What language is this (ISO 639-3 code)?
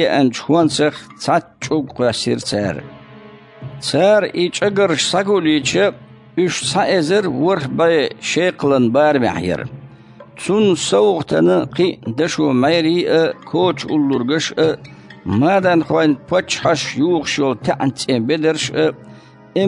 che